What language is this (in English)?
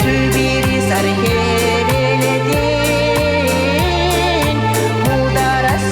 Chuvash